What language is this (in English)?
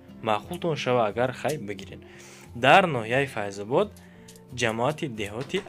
Tajik